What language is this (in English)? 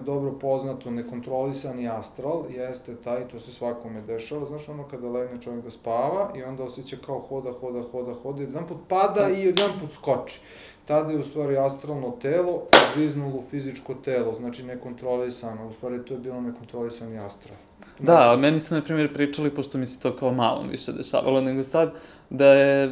Serbian